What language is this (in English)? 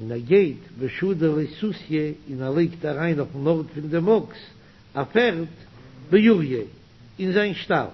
Yiddish